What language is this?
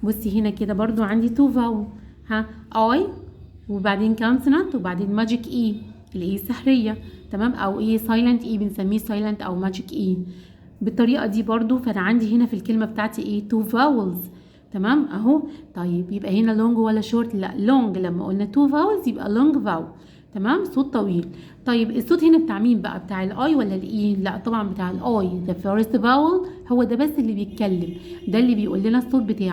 Egyptian Arabic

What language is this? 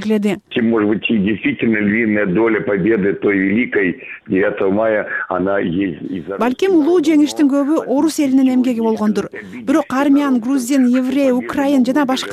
Kyrgyz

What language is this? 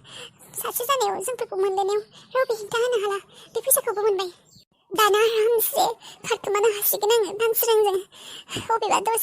Bodo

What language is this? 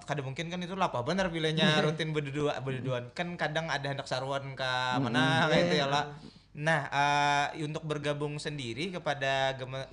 Banjar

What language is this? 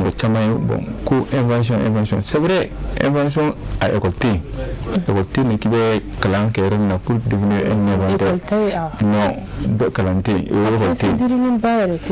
Bambara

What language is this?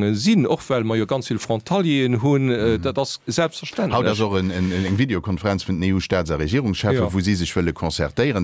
Luxembourgish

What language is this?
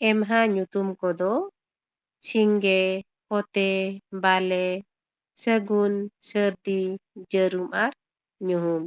Santali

